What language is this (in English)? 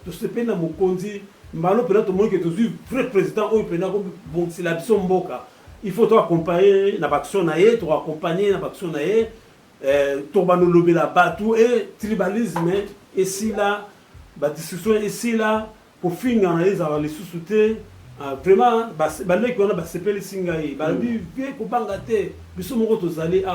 Lingala